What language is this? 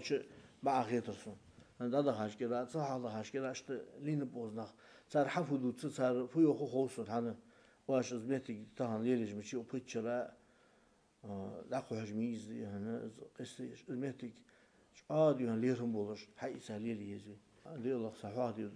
Ingush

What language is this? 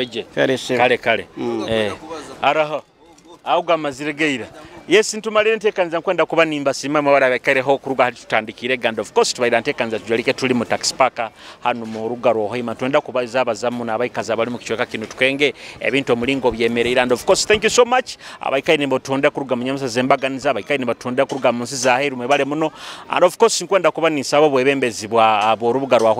Nyoro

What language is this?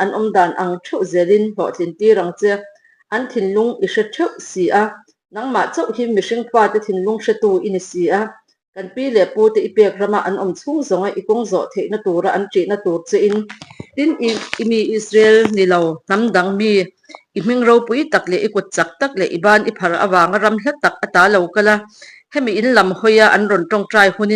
Mizo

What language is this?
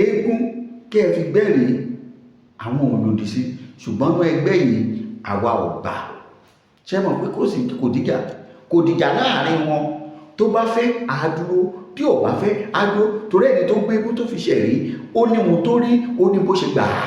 Yoruba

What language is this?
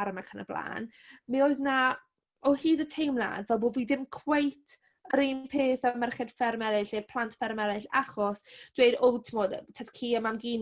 Welsh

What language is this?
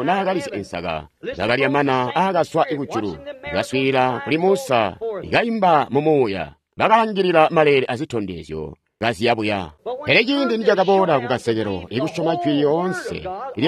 Tonga (Zambia)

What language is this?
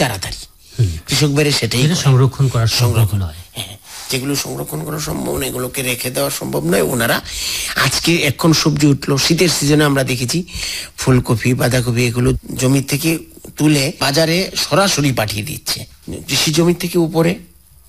Bangla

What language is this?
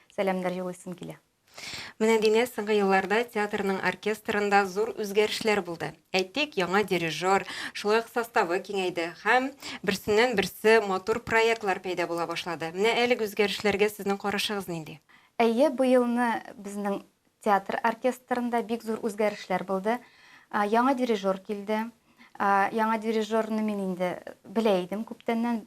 Tatar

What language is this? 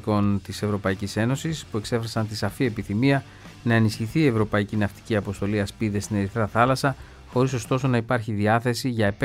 Greek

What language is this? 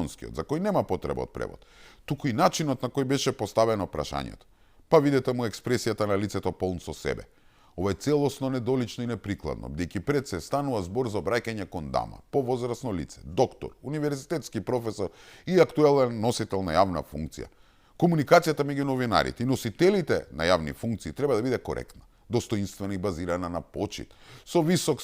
Macedonian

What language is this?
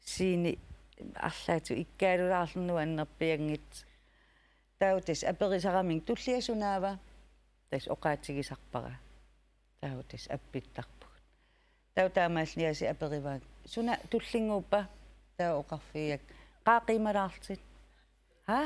Kalaallisut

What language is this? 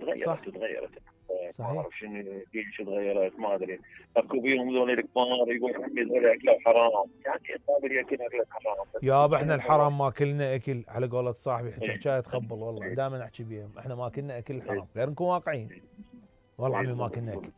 Mesopotamian Arabic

